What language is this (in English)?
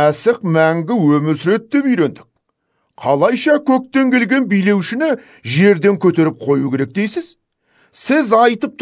Kazakh